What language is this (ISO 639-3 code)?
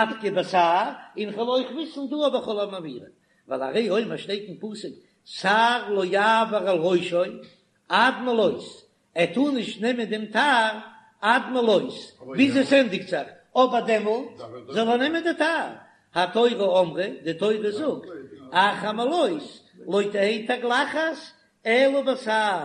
yid